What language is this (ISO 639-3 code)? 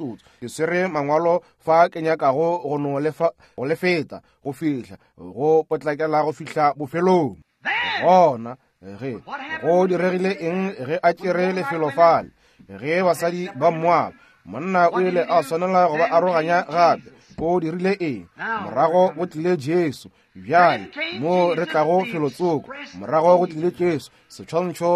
nso